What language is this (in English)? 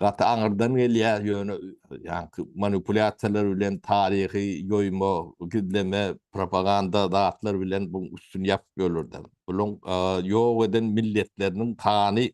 Turkmen